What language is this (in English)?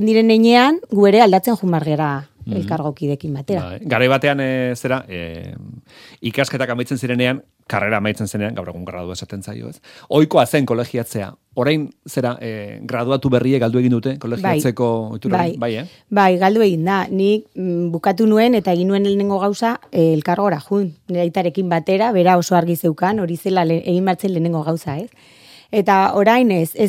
Basque